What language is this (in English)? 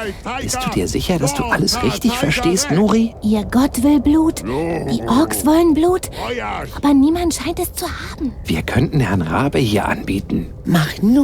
Bavarian